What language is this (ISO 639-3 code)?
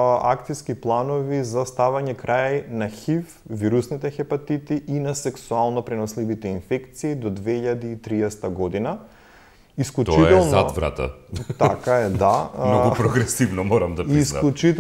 mkd